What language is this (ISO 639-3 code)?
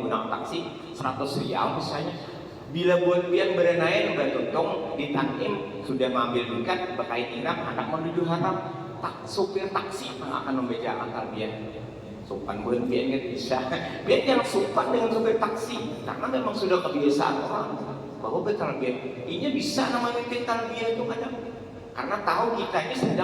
bjn